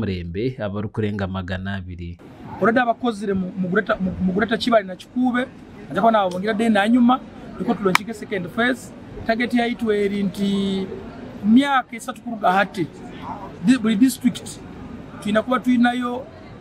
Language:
Nyankole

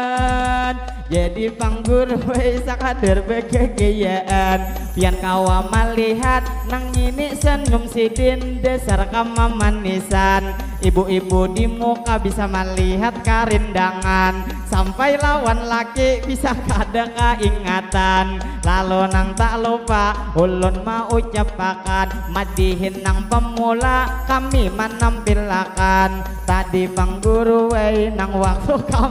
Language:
Banjar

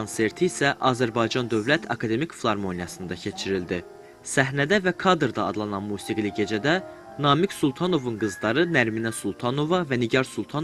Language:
Azerbaijani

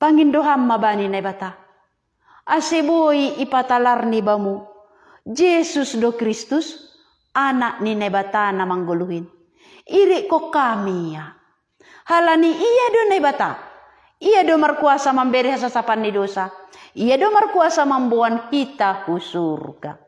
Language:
Batak Simalungun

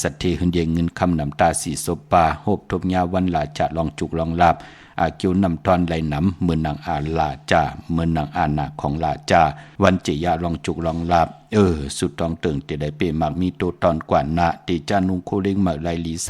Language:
Shan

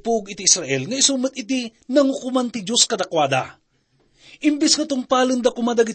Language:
Iloko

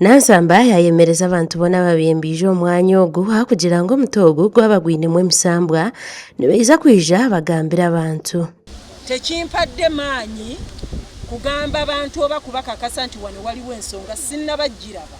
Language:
Nyankole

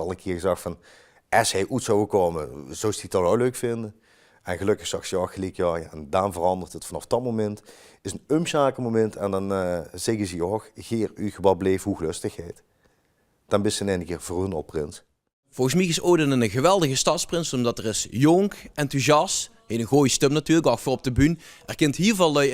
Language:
Limburgish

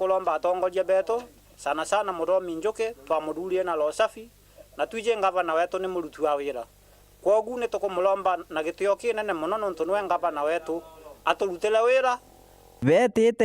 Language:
Meru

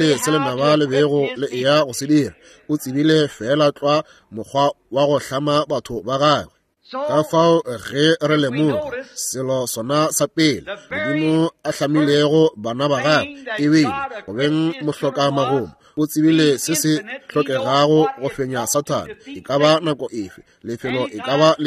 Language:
Northern Sotho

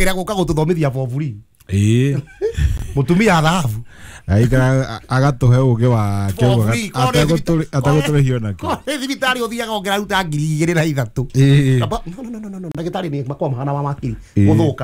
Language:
Kikuyu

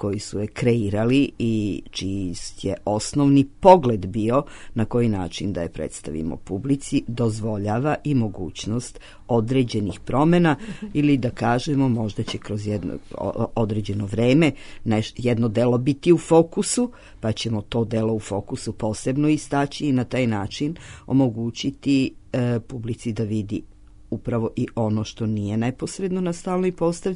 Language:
Serbian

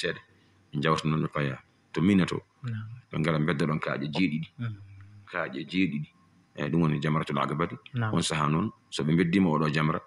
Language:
Fula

